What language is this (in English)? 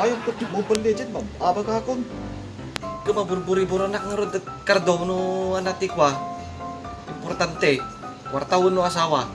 Iloko